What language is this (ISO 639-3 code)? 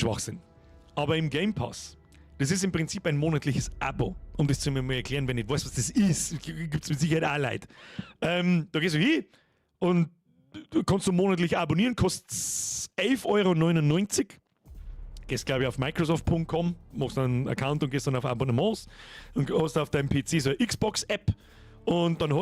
bar